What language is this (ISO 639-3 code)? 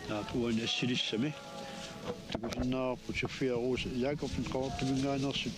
kal